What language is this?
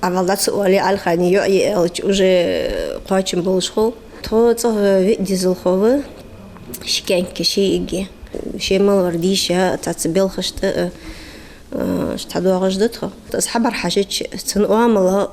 Ingush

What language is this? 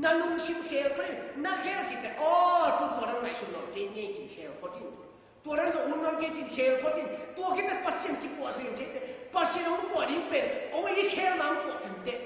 Tedim Chin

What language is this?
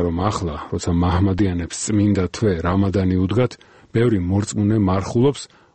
Georgian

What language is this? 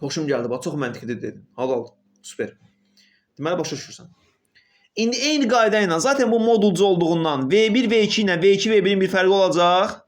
Azerbaijani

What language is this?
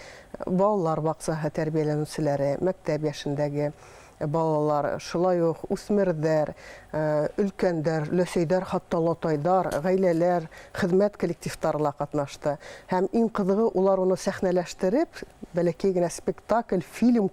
Bashkir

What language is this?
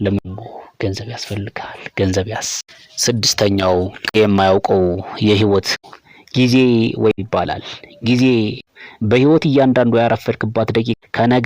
Amharic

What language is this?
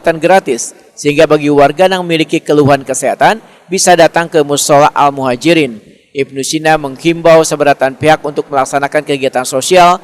Banjar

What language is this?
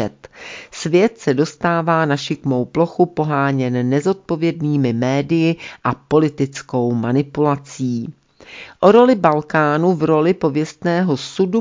Czech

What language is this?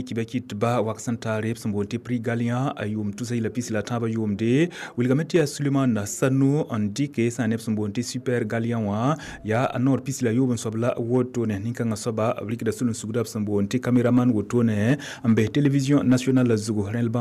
Mossi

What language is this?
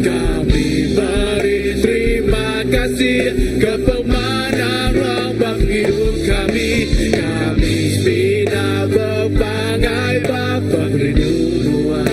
Iban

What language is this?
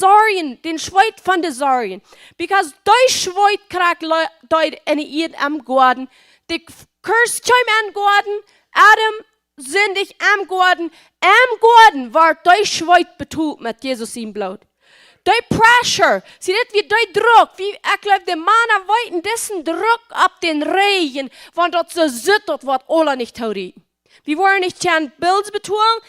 Plautdietsch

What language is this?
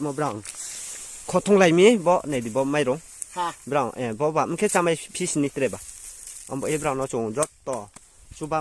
Kok Borok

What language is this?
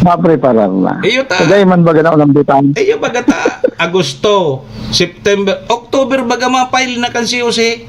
Bikol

